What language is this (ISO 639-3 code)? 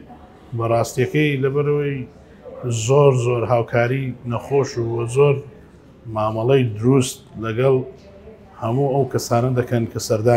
ckb